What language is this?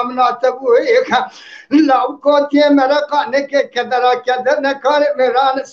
Kurdish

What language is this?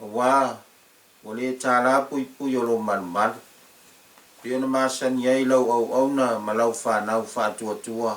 Samoan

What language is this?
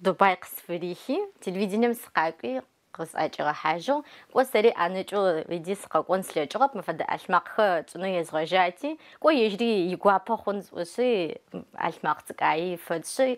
Adyghe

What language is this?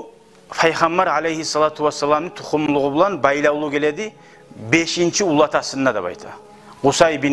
Kumyk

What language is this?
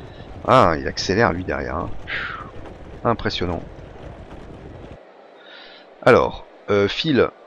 French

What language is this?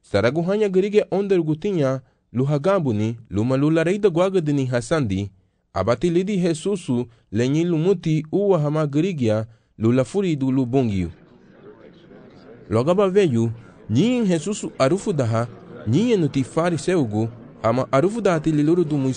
Garifuna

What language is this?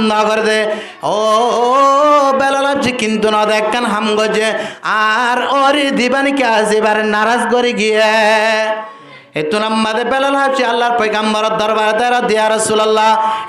Rohingya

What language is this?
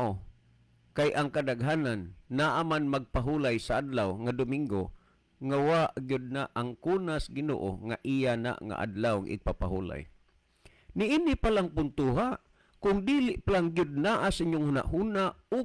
Cebuano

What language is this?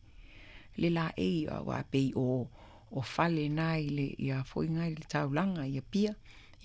Samoan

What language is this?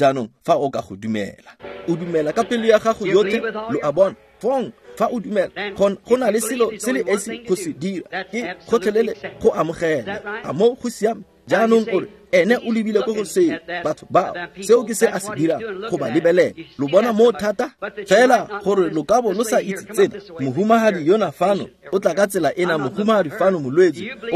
Tswana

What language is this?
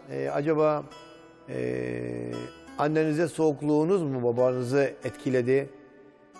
Turkish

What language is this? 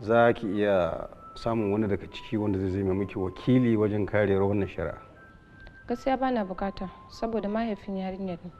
Hausa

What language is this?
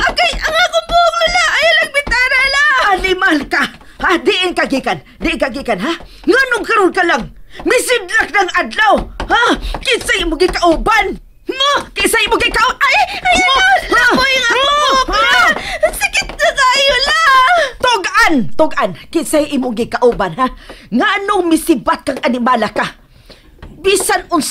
Cebuano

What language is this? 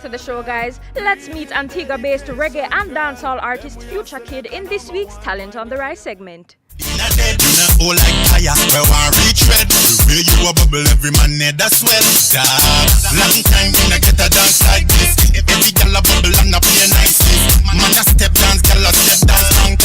Jamaican Creole English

